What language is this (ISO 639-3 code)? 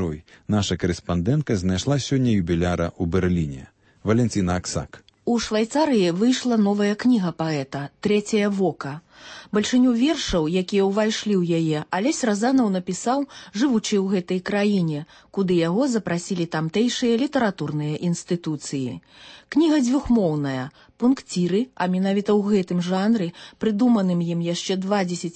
bel